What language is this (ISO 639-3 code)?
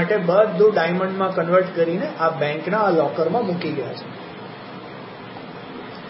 guj